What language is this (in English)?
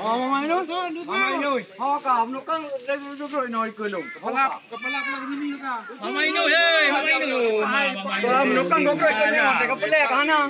Achinese